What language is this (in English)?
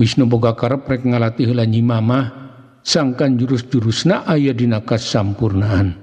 Sundanese